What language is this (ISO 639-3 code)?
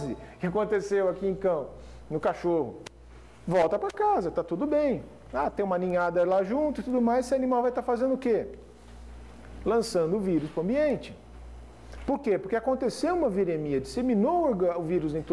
por